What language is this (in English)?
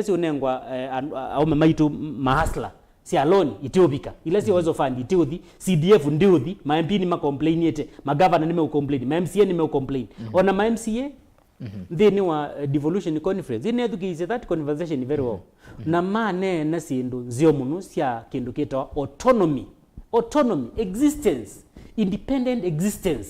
Kamba